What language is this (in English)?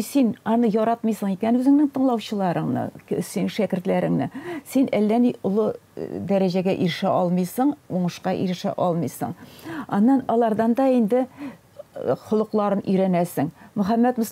Tatar